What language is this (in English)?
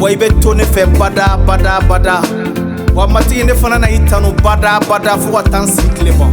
Bambara